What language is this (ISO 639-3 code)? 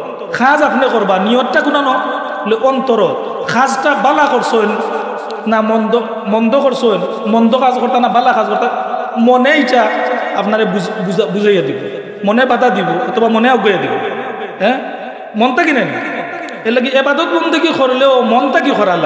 syl